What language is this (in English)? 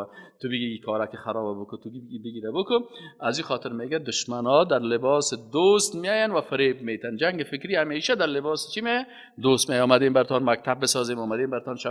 Persian